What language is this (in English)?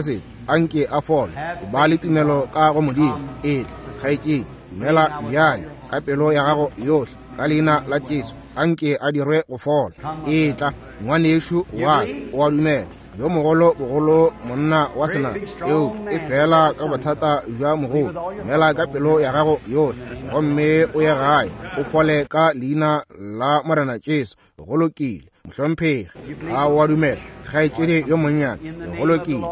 Northern Sotho